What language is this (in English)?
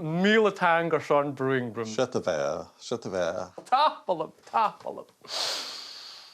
Scottish Gaelic